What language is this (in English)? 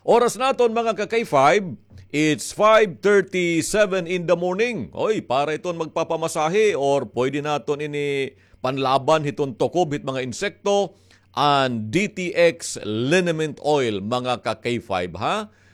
Waray